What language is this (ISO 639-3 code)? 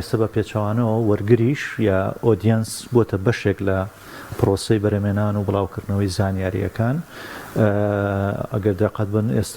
ckb